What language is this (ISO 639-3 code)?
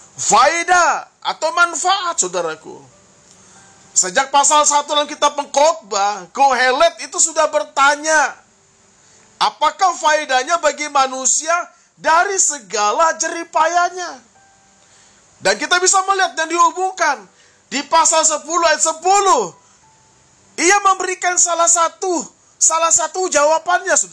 ind